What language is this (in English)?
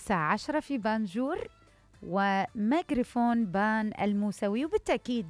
Mesopotamian Arabic